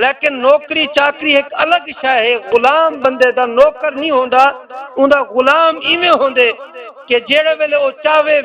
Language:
Saraiki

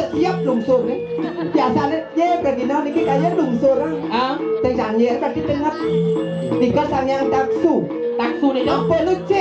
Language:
Balinese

